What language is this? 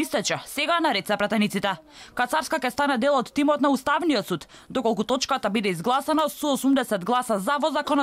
Macedonian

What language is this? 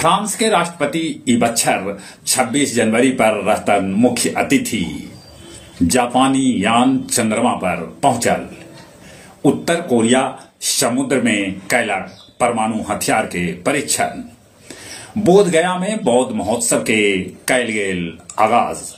Magahi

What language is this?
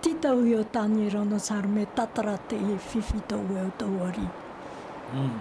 Tahitian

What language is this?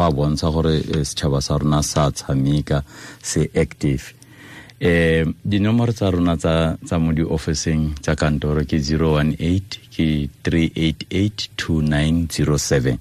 Tswana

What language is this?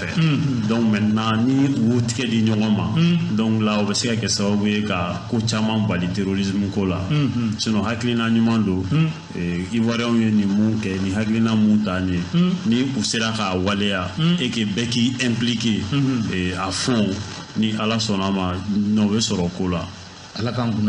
Bambara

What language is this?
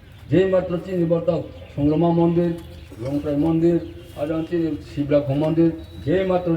Riang (India)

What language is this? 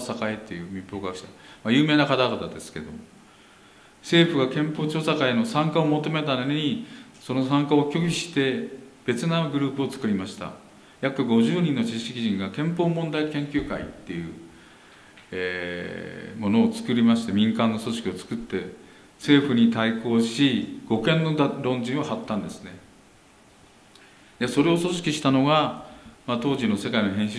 Japanese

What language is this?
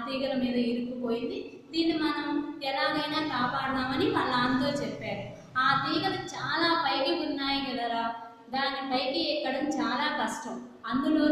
Telugu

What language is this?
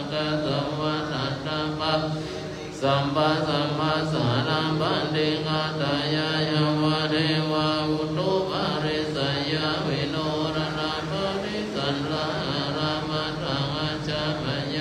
Pali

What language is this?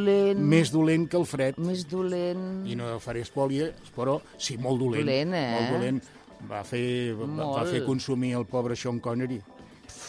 Catalan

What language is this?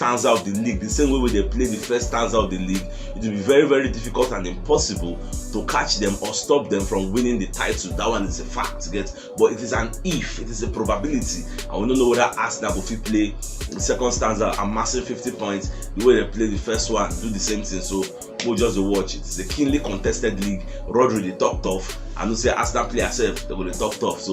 Nigerian Pidgin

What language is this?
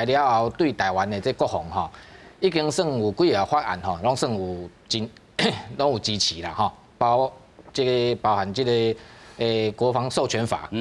Min Nan Chinese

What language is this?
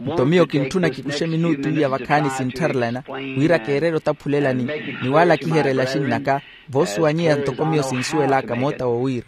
Makhuwa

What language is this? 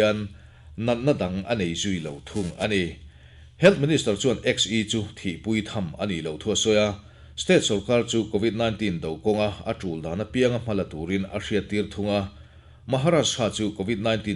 Mizo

